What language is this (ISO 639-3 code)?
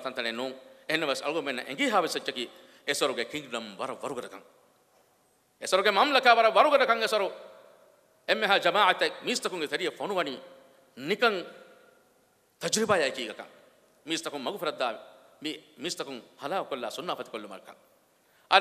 div